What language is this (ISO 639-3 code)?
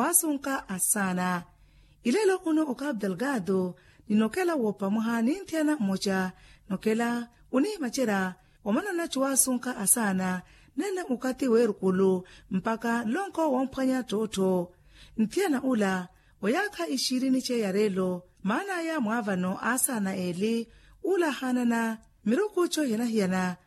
vmw